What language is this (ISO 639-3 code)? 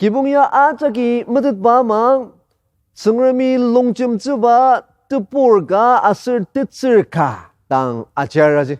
njo